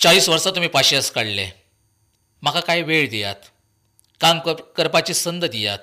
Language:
Konkani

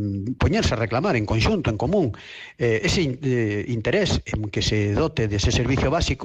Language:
Galician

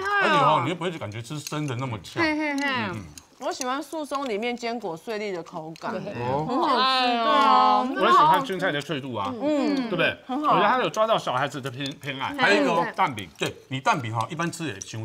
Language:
Chinese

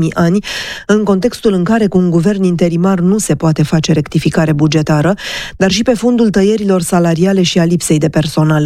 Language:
Romanian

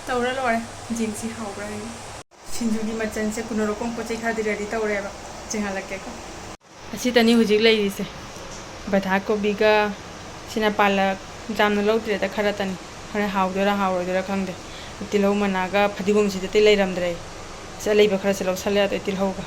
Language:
Manipuri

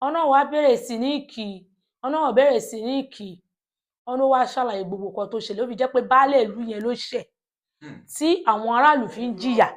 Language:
Yoruba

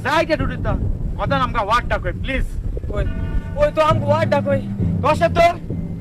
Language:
Konkani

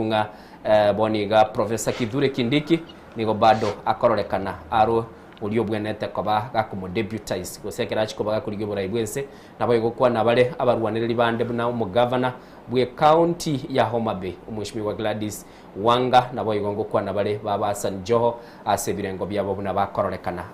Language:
Gusii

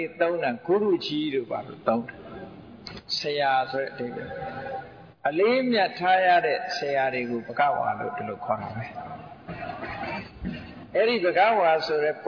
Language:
Burmese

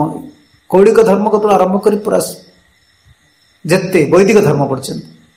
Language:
Odia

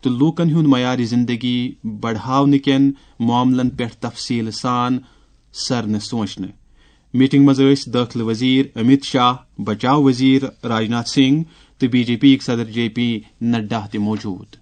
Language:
Kashmiri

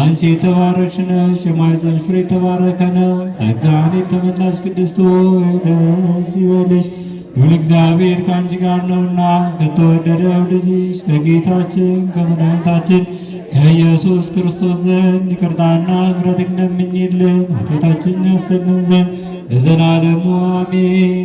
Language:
Amharic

